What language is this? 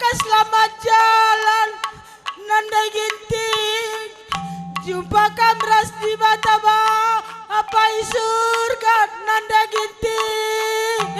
Batak Karo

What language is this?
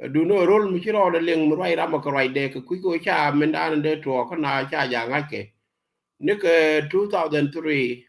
Nuer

